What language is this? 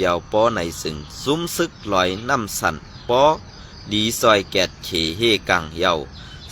Shan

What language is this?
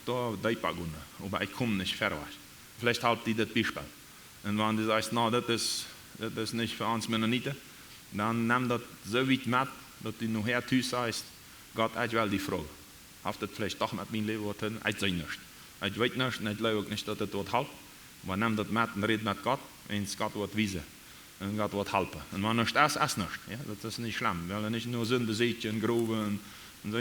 Plautdietsch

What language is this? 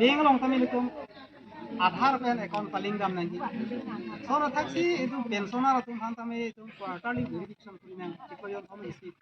Karbi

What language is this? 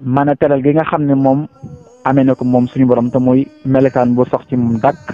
Wolof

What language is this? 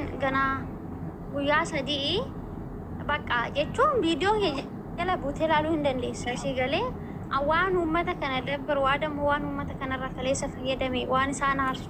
Oromo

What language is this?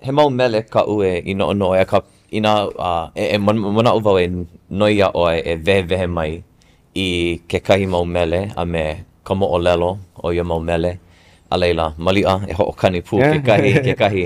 Hawaiian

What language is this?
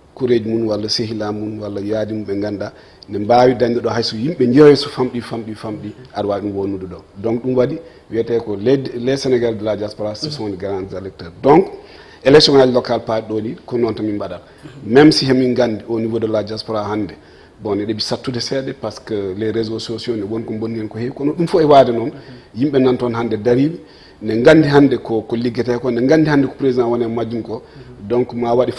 Fula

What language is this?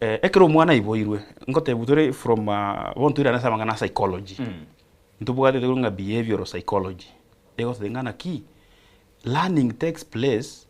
Gusii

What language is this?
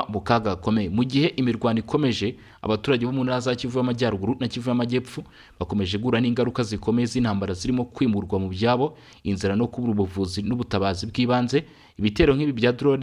Kinyarwanda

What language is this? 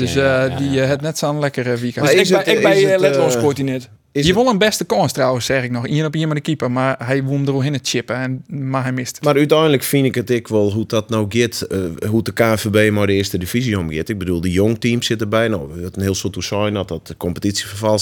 Western Frisian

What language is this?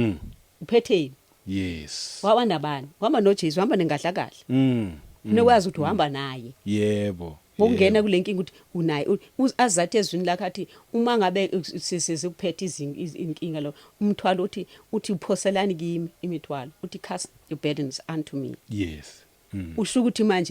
Zulu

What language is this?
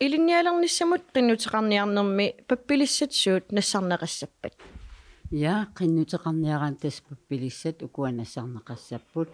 Kalaallisut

